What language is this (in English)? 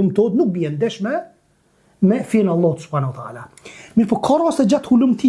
Albanian